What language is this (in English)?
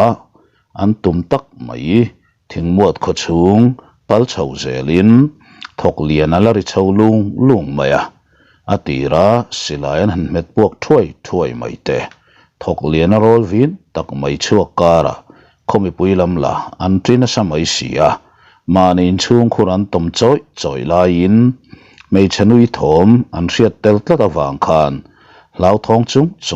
Mizo